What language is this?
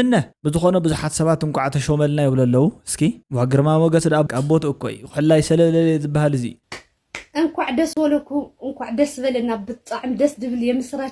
Tigrinya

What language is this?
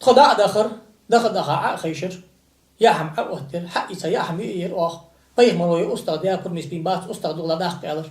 Ingush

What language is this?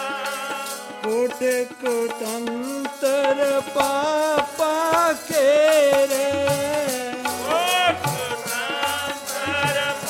Punjabi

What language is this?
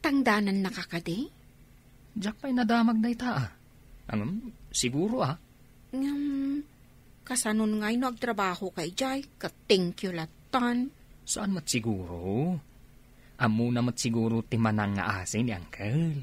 Iloko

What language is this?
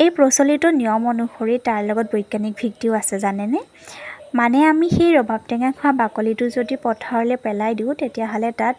Assamese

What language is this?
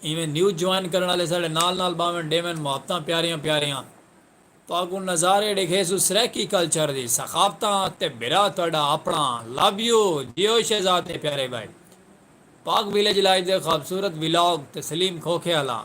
Saraiki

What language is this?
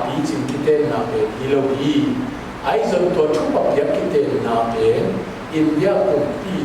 Tedim Chin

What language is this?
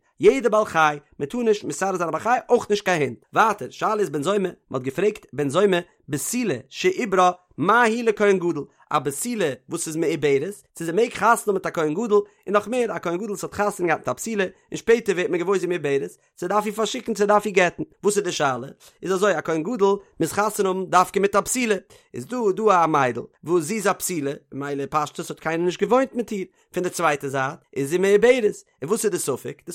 Yiddish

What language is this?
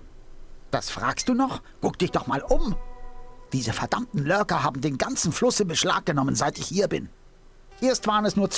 Bavarian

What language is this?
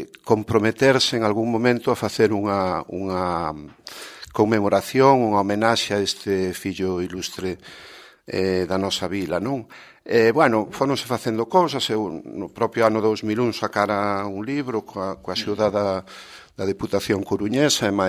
Galician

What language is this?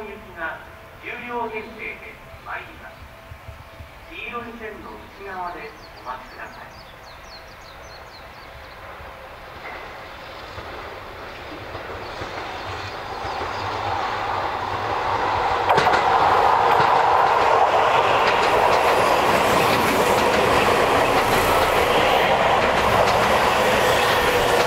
Japanese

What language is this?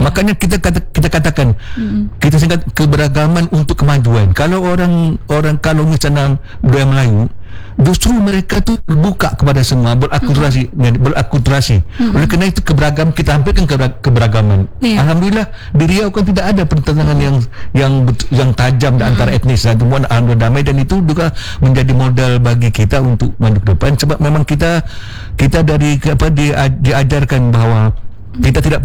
Indonesian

